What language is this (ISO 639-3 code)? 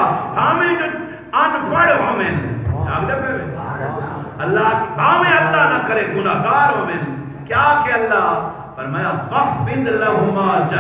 skr